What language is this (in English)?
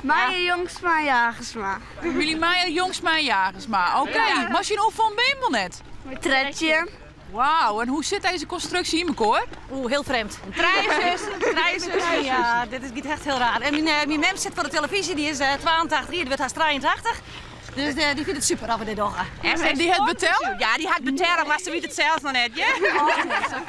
Western Frisian